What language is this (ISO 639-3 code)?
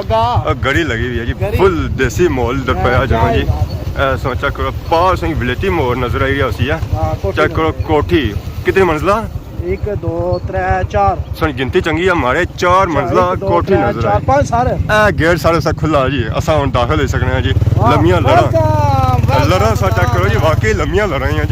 phr